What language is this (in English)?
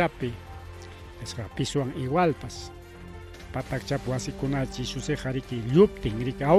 Ayacucho Quechua